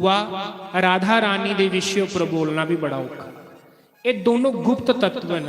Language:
Dogri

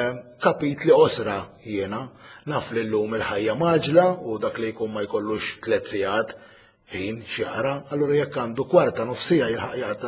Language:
Maltese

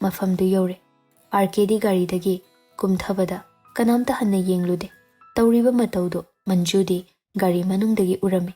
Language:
Manipuri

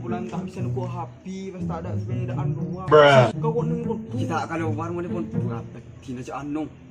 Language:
Madurese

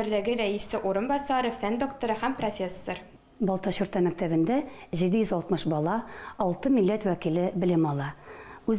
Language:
Tatar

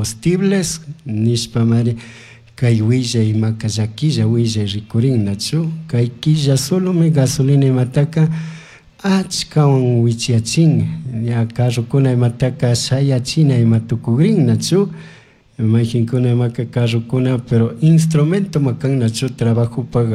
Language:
Chimborazo Highland Quichua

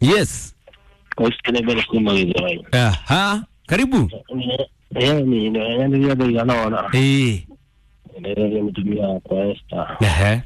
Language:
Kikuyu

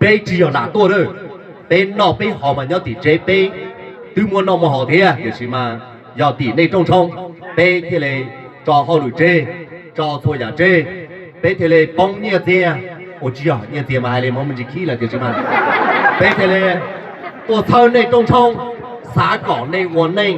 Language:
Hmong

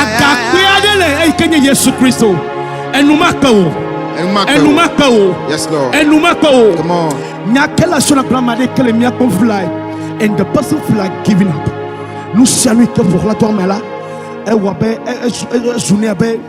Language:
Ewe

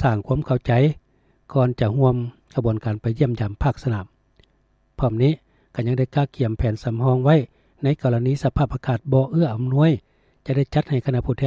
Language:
Lao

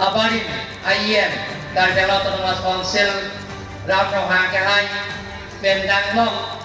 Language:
Karbi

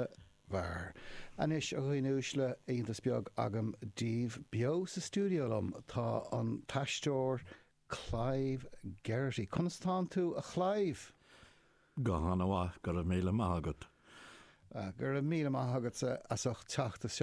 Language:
Irish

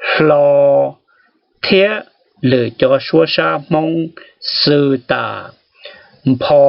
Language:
Hmong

